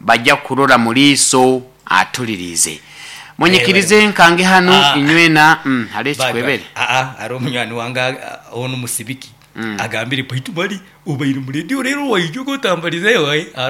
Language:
Nyoro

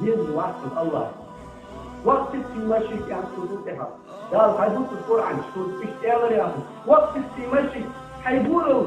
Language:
Ingush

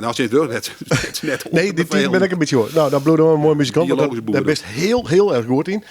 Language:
Western Frisian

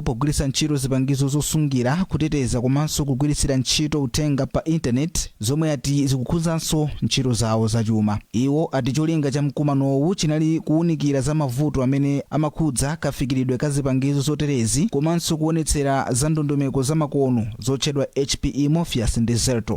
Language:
Nyanja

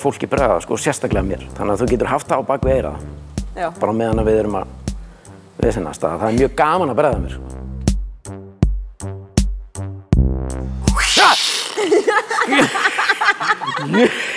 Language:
Icelandic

